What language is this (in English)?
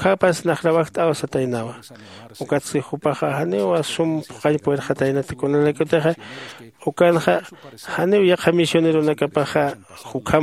Aymara